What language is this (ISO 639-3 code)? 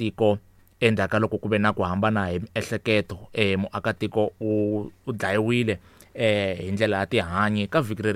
tso